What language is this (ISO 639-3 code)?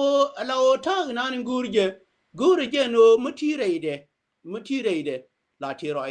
nus